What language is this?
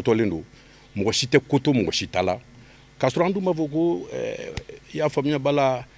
Bambara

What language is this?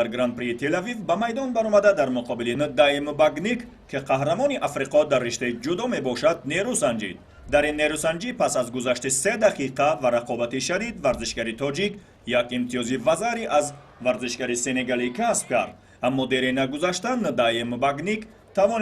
Tajik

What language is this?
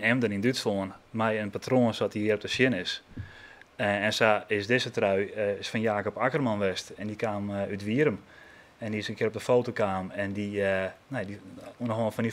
Western Frisian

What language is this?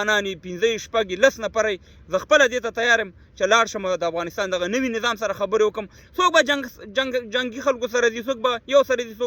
Pashto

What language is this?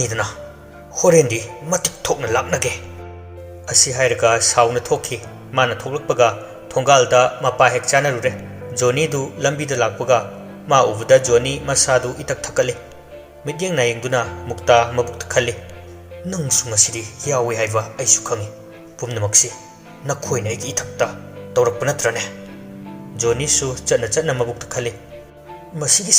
Manipuri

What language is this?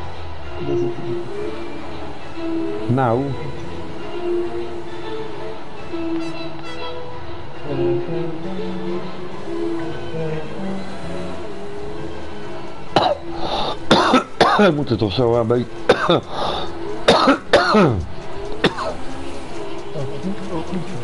Dutch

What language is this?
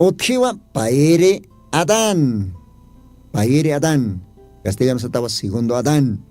Aymara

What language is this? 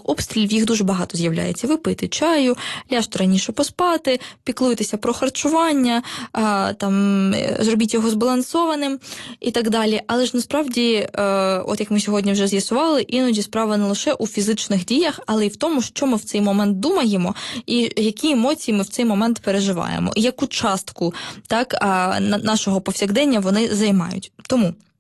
Ukrainian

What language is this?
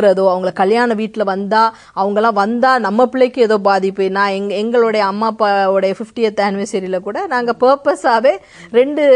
Tamil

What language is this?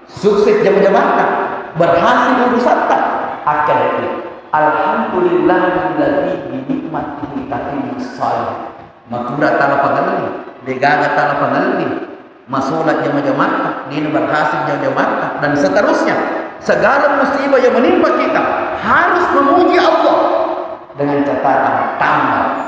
Buginese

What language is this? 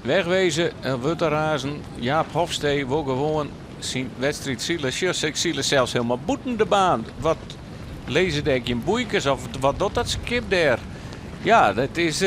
Western Frisian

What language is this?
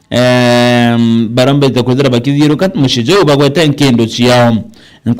Meru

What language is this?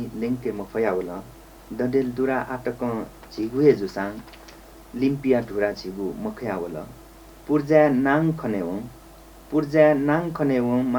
Newari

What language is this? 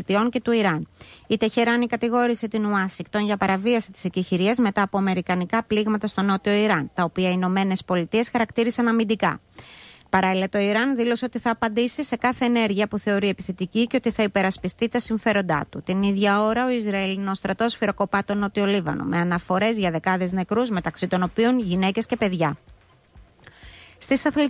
Greek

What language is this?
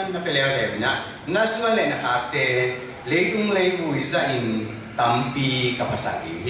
Tedim Chin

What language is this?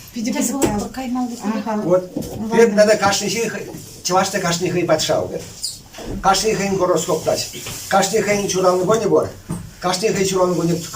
Chuvash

